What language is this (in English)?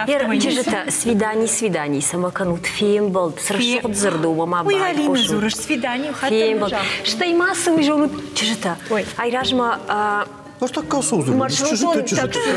Ossetic